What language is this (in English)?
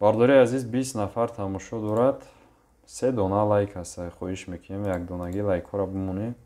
Tajik